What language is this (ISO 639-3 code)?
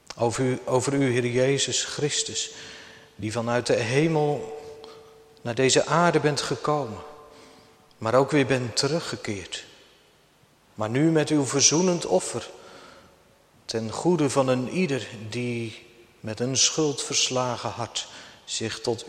nld